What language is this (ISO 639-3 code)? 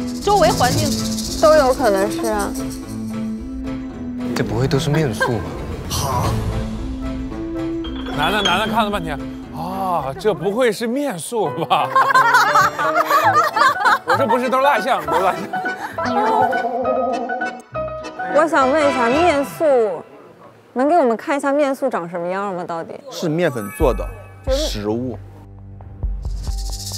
zho